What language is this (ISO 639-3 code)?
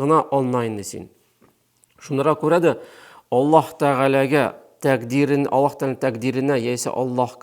tat